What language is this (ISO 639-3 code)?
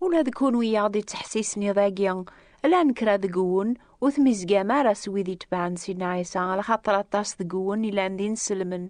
kab